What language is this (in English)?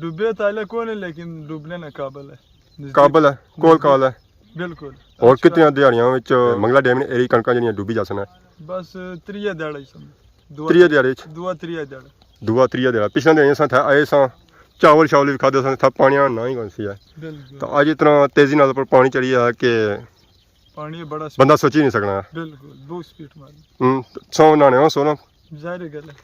Pahari-Potwari